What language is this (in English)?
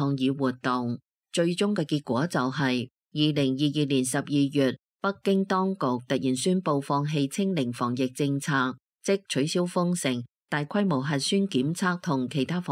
Cantonese